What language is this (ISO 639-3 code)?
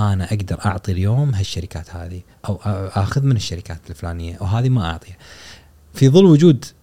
afb